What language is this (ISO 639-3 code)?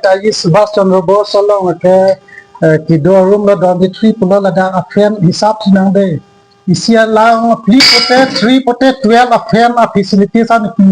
mjw